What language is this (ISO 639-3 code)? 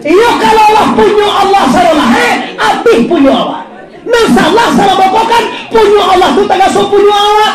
min